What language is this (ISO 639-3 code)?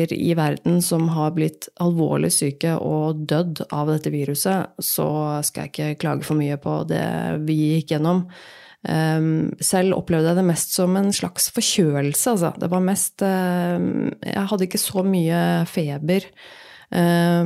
nor